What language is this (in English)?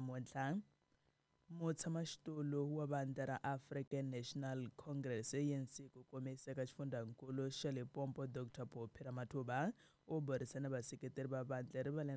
Tsonga